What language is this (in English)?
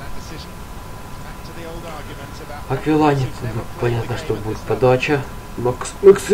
Russian